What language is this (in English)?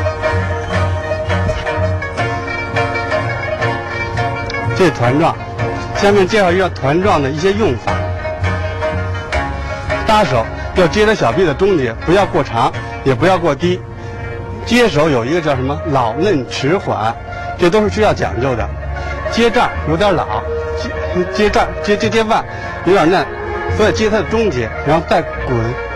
Chinese